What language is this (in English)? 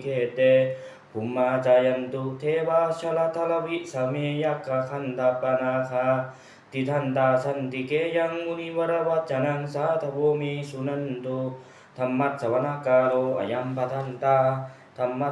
Pali